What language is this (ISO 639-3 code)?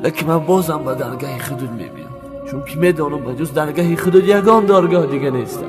tgk